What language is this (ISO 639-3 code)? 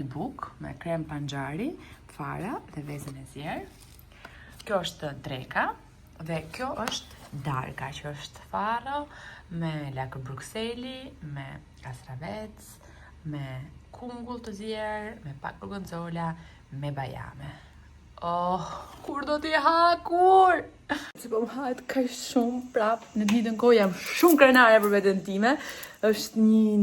sqi